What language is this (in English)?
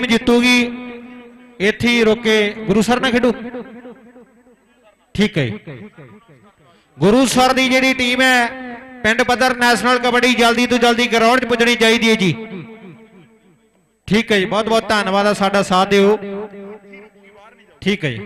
Punjabi